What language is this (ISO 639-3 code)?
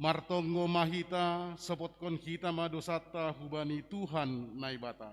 bts